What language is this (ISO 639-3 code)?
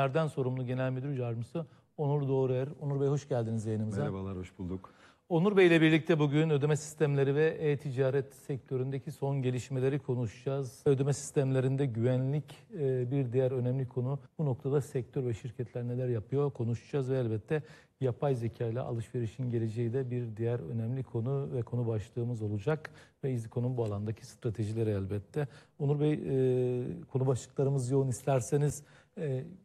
tur